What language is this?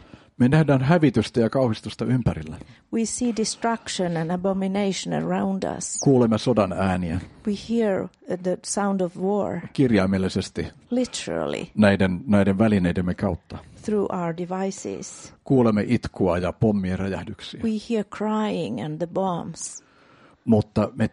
Finnish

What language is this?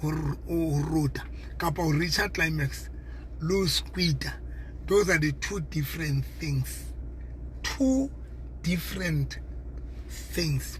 Southern Sotho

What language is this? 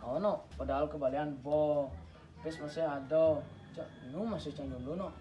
Balinese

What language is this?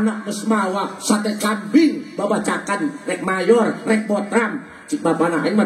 Sundanese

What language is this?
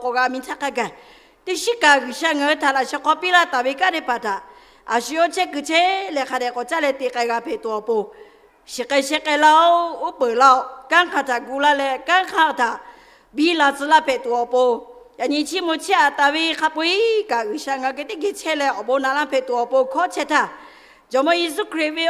Lahu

